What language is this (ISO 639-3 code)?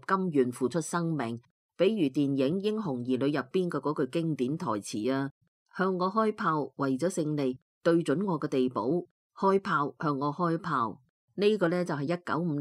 yue